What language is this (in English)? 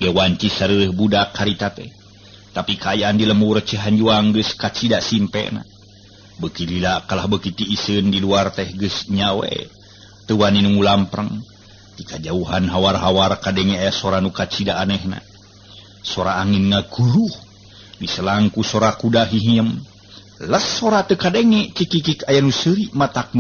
Sundanese